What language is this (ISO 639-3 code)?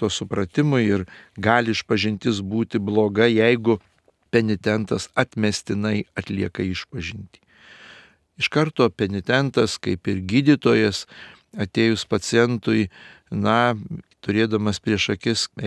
lit